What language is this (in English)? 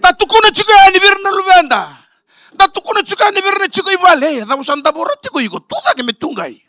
Fijian